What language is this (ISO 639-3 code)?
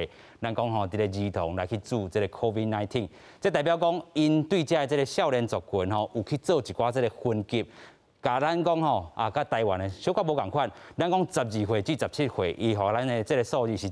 nan